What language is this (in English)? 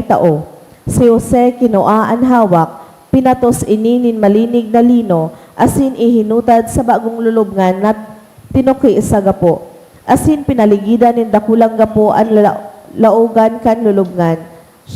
Bikol